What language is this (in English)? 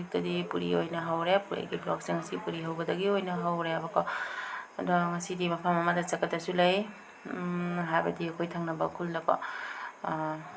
Manipuri